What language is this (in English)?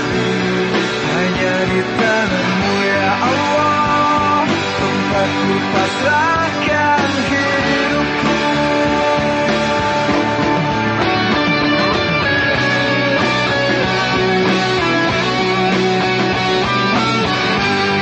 Indonesian